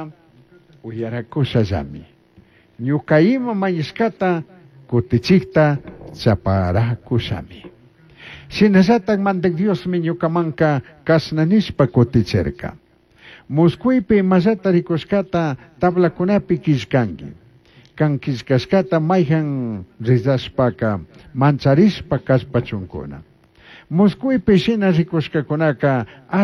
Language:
Chimborazo Highland Quichua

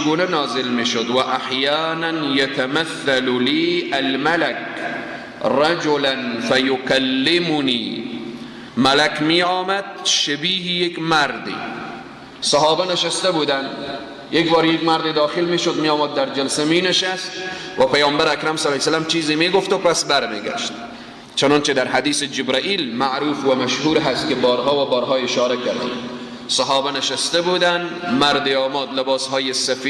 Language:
Persian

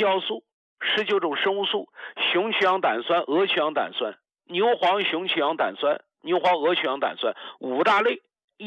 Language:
Chinese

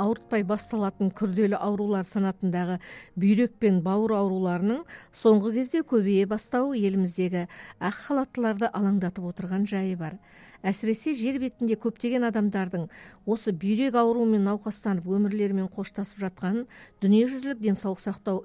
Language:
Kazakh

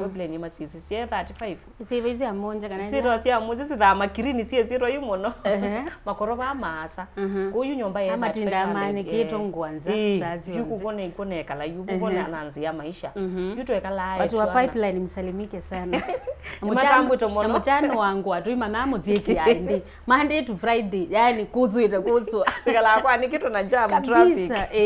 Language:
Kamba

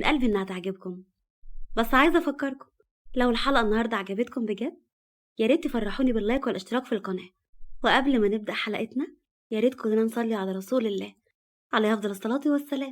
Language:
Egyptian Arabic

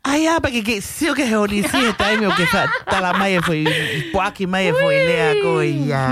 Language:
Tongan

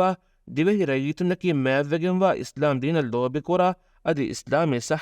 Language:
Divehi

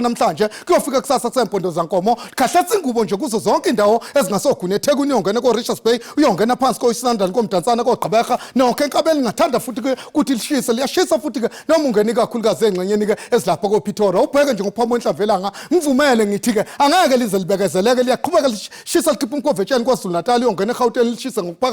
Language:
Zulu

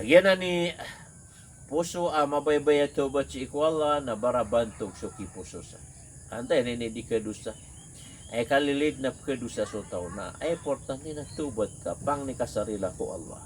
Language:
Maranao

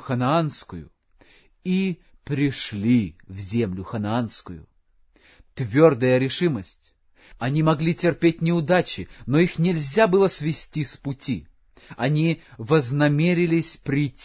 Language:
Russian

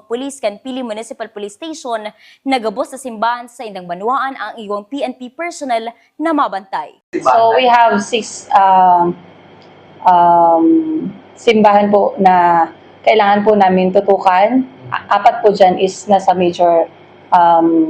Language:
Bikol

